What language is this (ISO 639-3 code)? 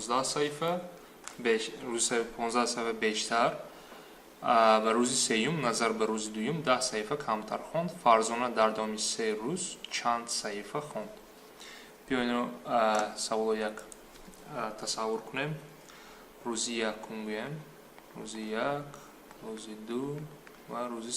tgk